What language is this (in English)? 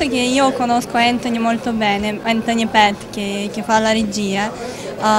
Italian